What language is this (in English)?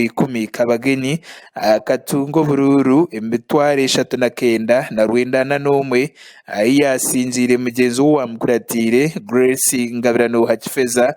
Nyankole